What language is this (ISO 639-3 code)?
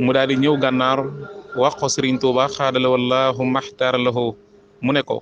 wol